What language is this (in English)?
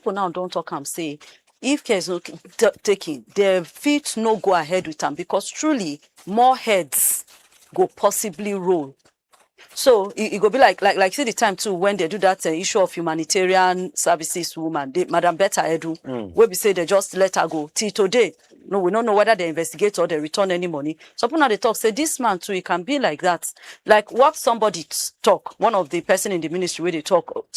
Nigerian Pidgin